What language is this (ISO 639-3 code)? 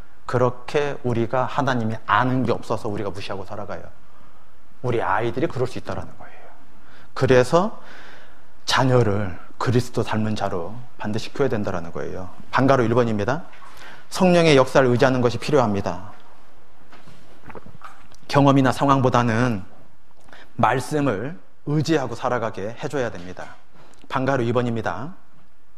kor